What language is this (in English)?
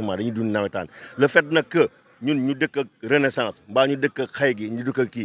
Wolof